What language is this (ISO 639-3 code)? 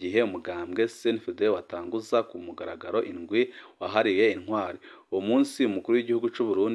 run